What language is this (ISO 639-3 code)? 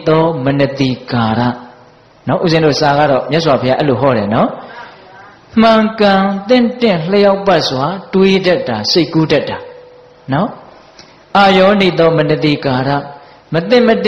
mya